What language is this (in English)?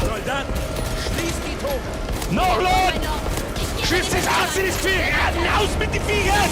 Bavarian